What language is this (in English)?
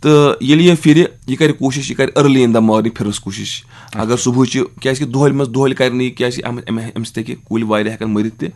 Kashmiri